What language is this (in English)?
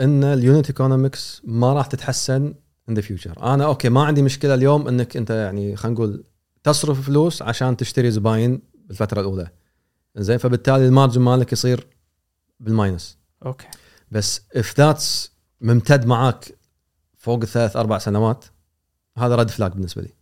Gulf Arabic